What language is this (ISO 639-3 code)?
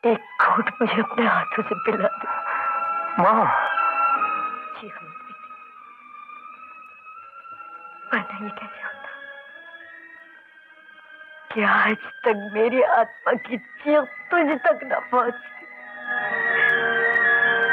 hin